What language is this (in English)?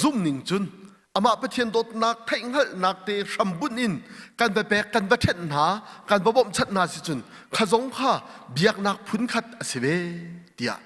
Hakha Chin